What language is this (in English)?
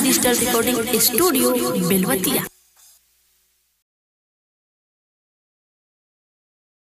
Bhojpuri